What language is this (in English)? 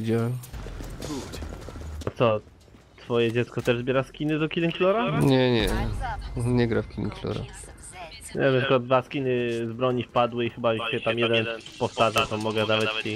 Polish